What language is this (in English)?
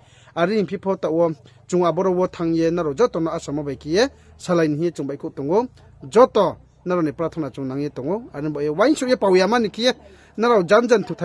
Riang (India)